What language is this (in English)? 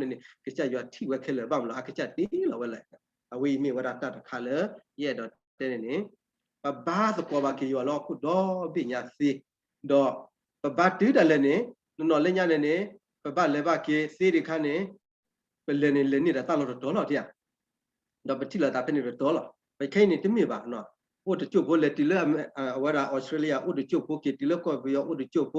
S'gaw Karen